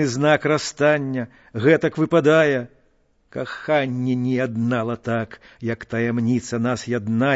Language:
Belarusian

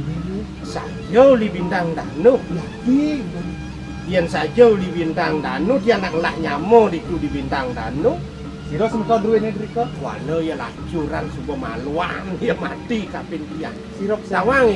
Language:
Balinese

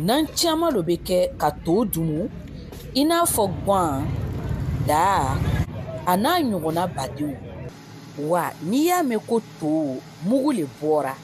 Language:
Bambara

